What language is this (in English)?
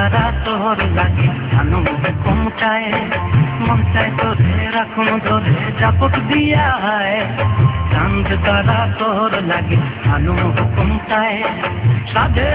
Bangla